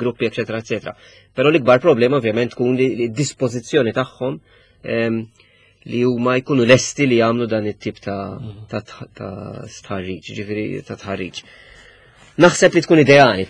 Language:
Maltese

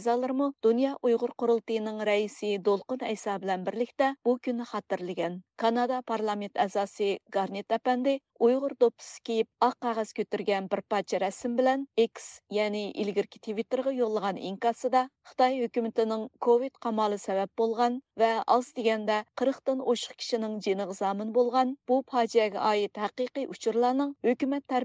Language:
Uyghur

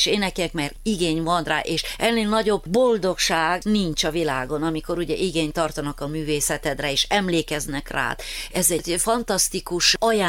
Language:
Hungarian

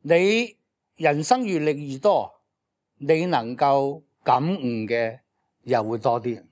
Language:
Cantonese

